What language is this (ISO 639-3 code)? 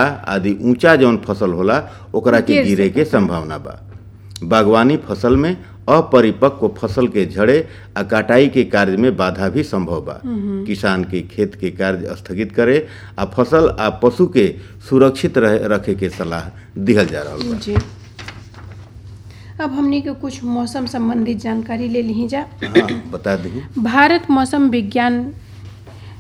bho